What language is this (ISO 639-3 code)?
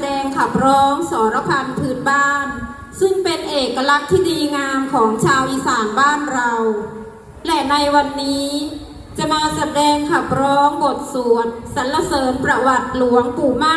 lao